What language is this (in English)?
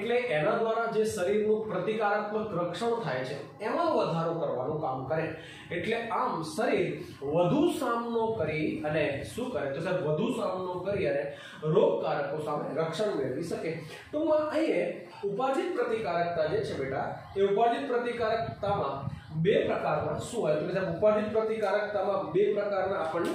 Gujarati